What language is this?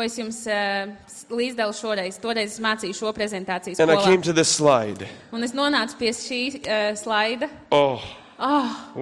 Latvian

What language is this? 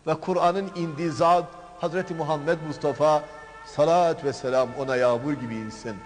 Turkish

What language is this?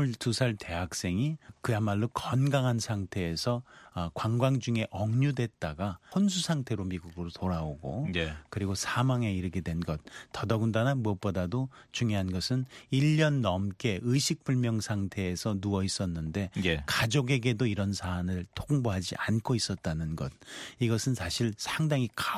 Korean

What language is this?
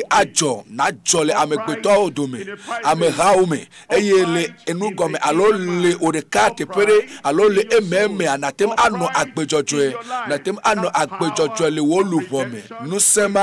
Ewe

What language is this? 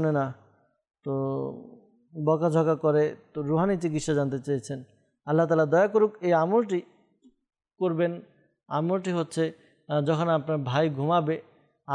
Bangla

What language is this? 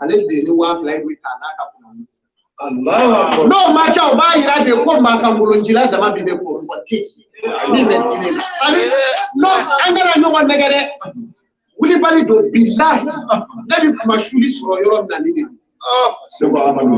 Bambara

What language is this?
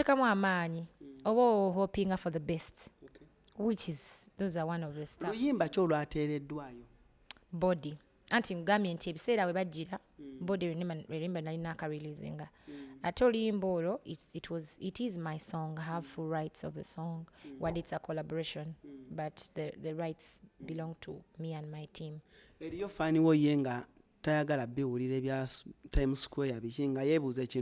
Ganda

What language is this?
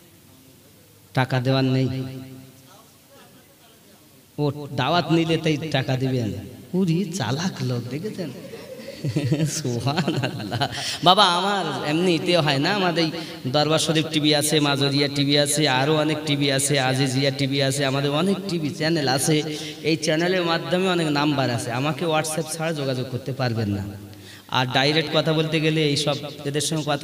Bangla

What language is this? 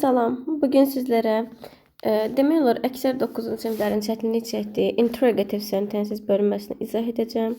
Azerbaijani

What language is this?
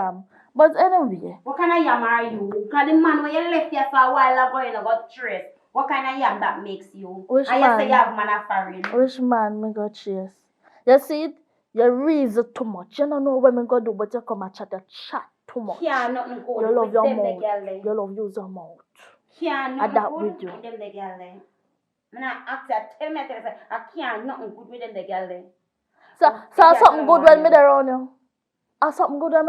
Jamaican Creole English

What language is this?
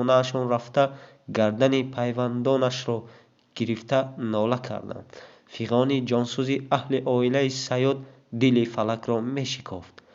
Tajik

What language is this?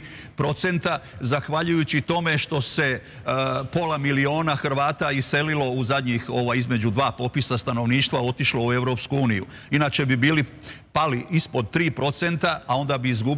Serbian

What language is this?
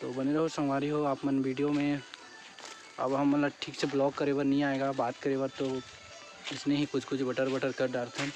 Chhattisgarhi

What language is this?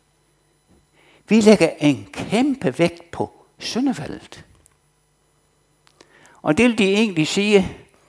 Danish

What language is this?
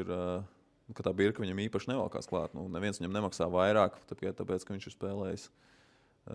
Latvian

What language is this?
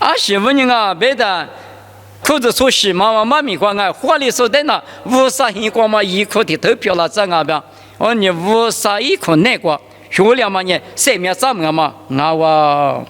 Lisu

